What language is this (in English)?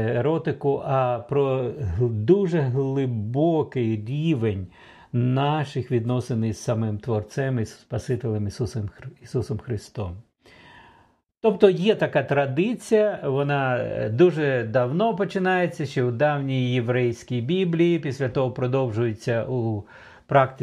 Ukrainian